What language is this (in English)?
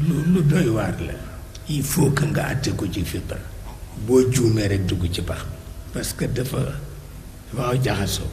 Wolof